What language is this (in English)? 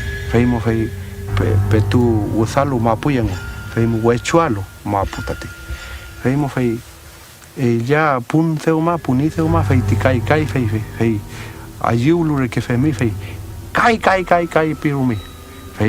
Mapuche